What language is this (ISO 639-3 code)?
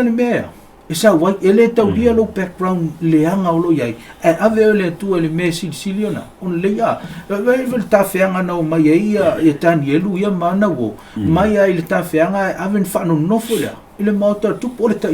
smo